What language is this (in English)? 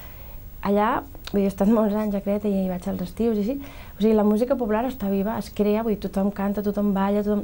Catalan